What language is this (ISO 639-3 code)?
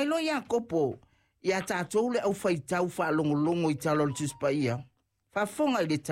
smo